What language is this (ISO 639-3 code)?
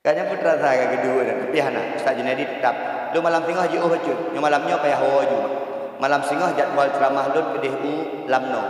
ace